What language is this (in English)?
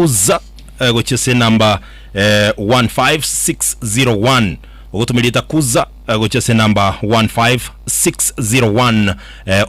Gusii